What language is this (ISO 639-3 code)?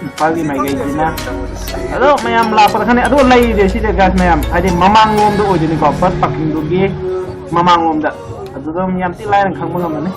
mni